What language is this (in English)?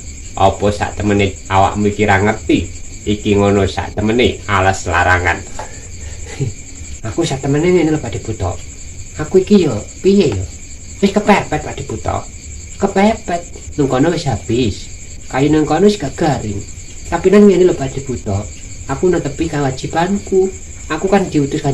Javanese